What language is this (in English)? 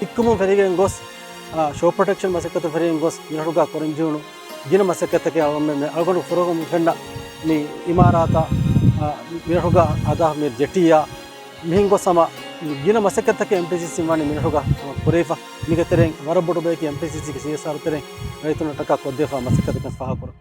Divehi